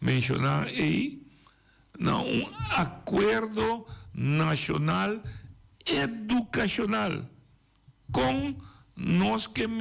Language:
Papiamento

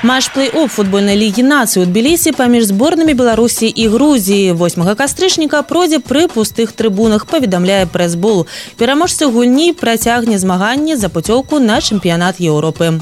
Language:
Belarusian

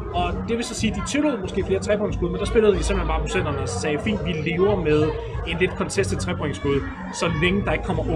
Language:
Danish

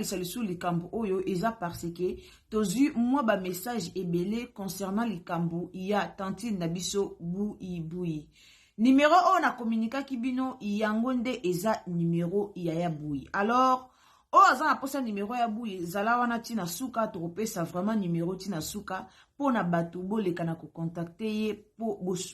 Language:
Lingala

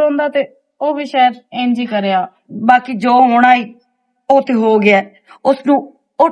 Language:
Western Panjabi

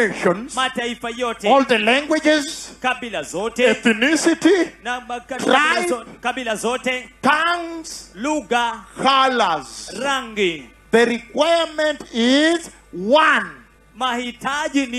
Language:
Swahili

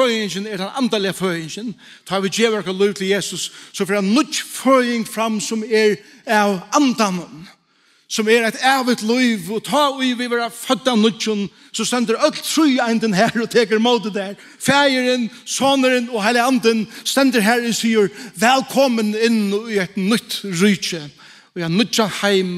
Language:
Faroese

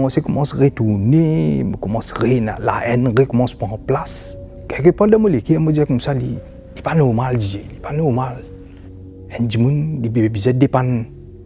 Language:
Morisyen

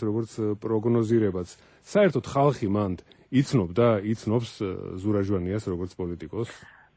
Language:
Georgian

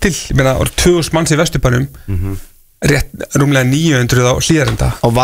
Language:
Icelandic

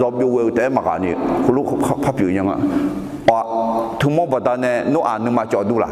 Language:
Akha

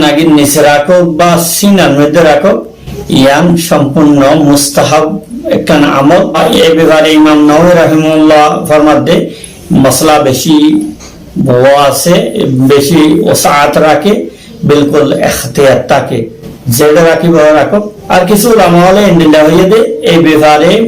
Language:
Rohingya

